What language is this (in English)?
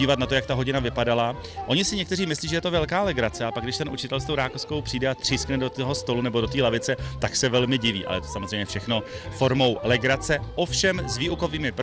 Czech